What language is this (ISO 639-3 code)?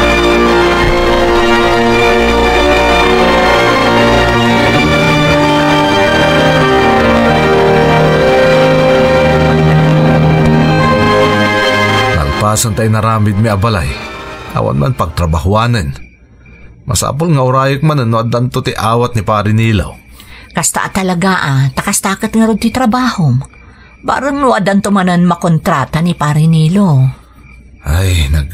ilo